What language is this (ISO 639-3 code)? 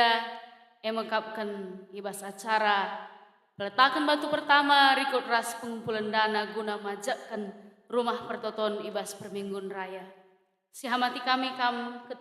btx